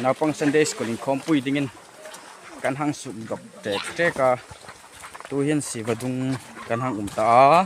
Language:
Hmar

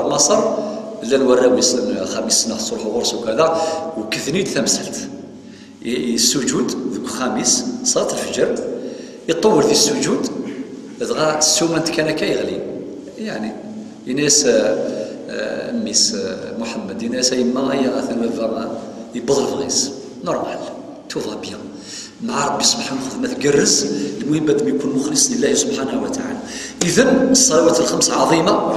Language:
Kabyle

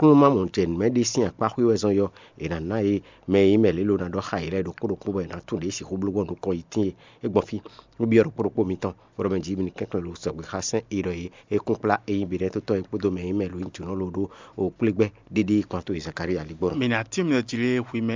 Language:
Fon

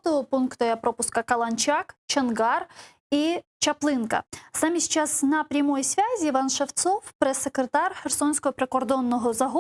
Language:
Crimean Tatar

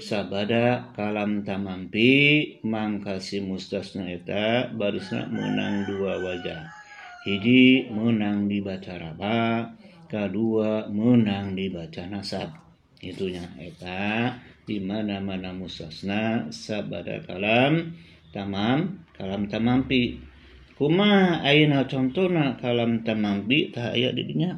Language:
Sundanese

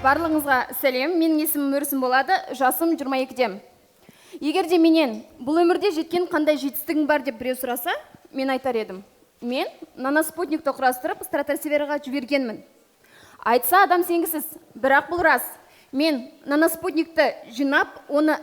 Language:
Kazakh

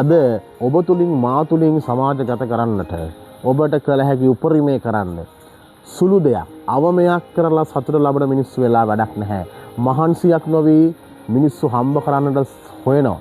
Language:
Sinhala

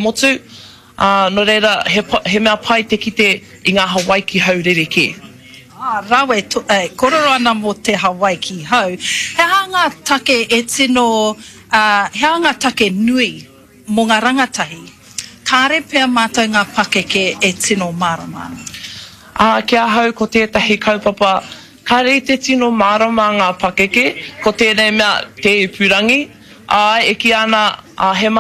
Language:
Māori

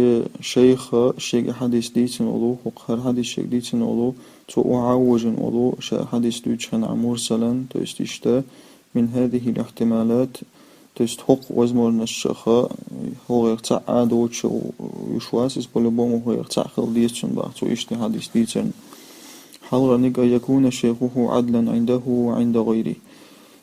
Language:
Chechen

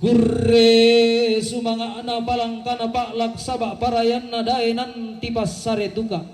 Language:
Toraja-Sa'dan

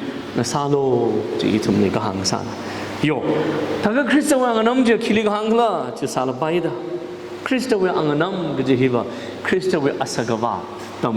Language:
Tangkhul Naga (India)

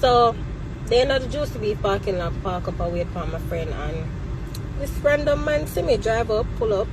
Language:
Jamaican Creole English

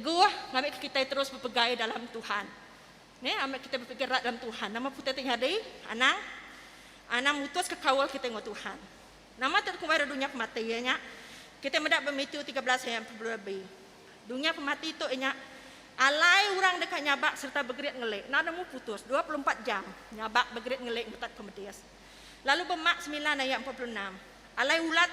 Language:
Iban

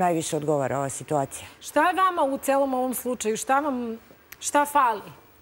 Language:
Serbian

